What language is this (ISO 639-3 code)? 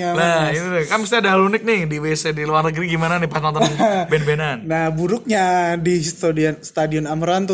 ind